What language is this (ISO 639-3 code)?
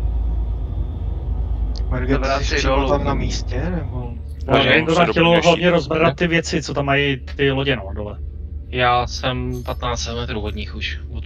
ces